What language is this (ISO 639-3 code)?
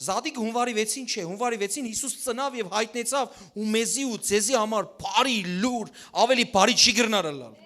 hyw